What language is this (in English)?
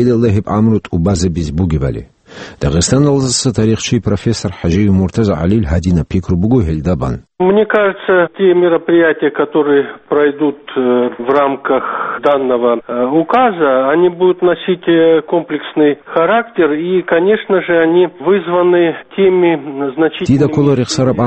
Avaric